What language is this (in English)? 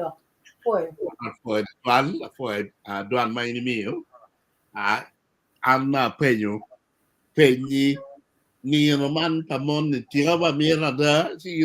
Acoli